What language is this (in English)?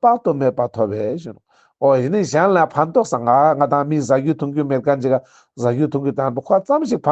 Ladakhi